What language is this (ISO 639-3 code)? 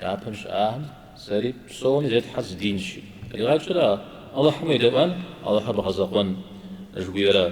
kbd